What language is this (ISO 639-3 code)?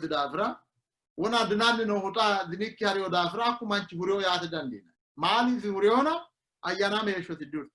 sid